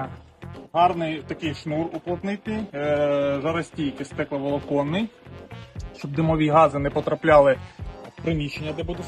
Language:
Ukrainian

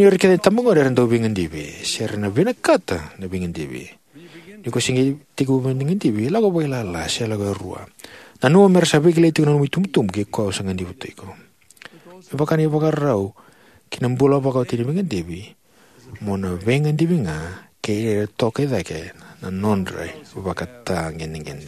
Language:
Fijian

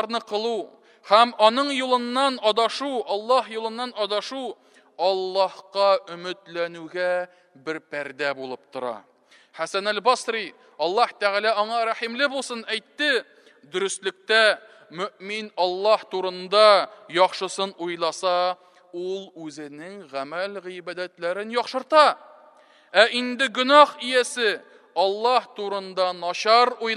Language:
Tatar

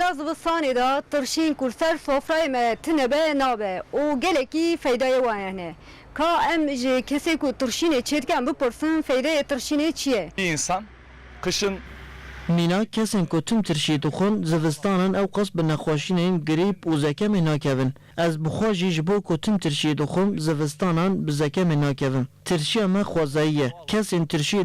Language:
Kurdish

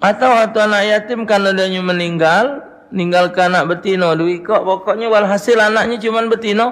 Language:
Musi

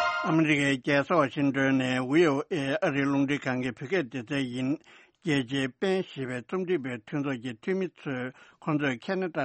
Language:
Tibetan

